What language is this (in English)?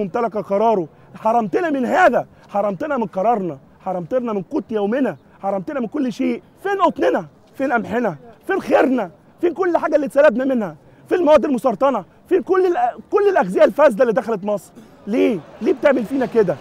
Egyptian Arabic